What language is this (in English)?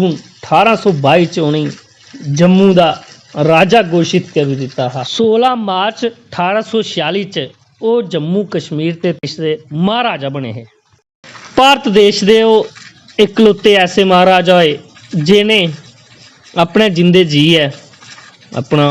Dogri